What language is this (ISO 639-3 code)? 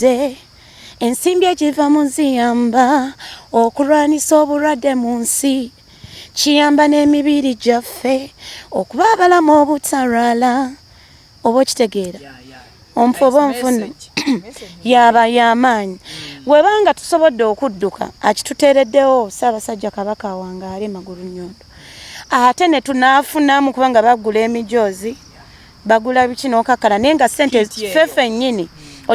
lug